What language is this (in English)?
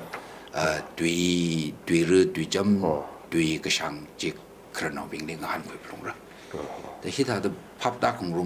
Tangkhul Naga (India)